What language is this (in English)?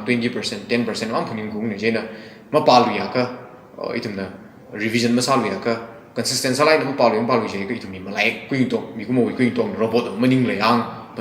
Tangkhul Naga (India)